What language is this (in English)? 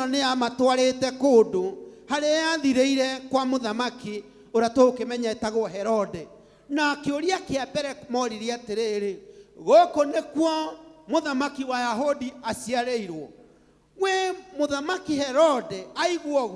Kikuyu